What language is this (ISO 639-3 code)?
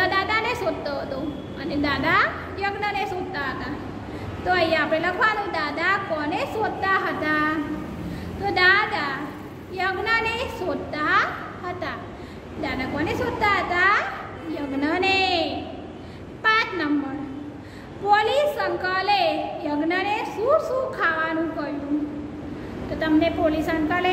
guj